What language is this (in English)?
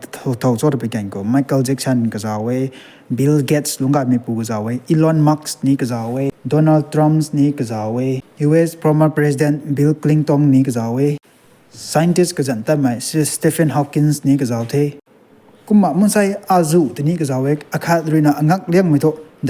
Rongmei Naga